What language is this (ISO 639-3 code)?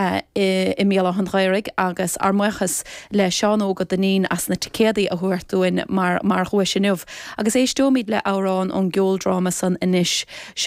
gle